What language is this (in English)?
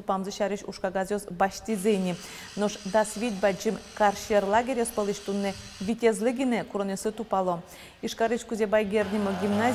Udmurt